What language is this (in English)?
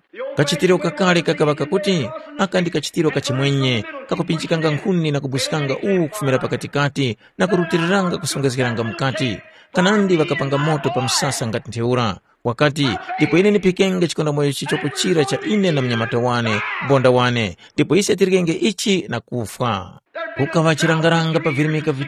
Tumbuka